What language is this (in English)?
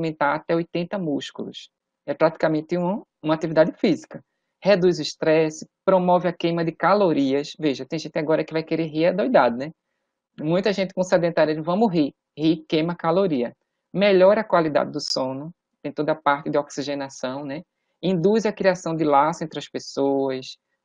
Portuguese